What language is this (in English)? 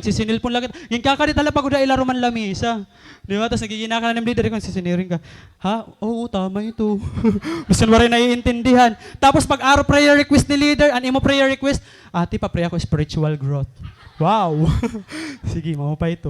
Waray